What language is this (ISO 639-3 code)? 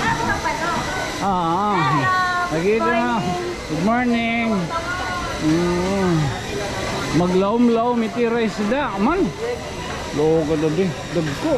war